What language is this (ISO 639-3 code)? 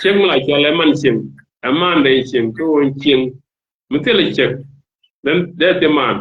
nus